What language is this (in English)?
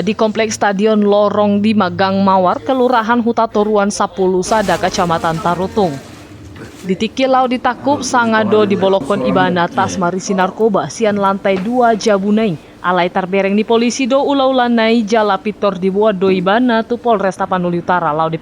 Batak Toba